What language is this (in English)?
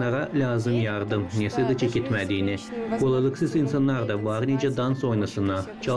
Gagauz